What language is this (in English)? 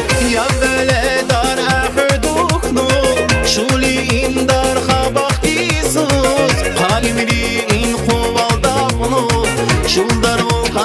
Tabassaran